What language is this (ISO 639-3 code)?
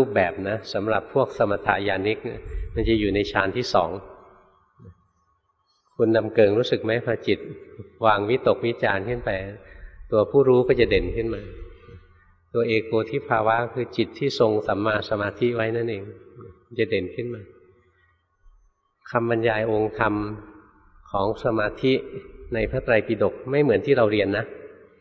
tha